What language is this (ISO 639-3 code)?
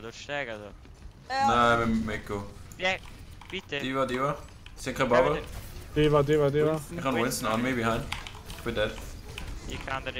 gsw